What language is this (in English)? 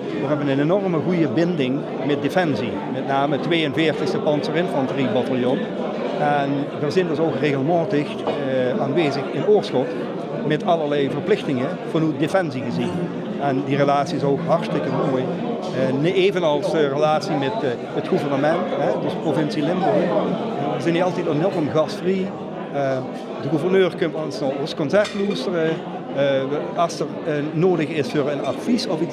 Limburgish